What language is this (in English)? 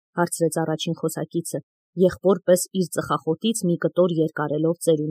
Armenian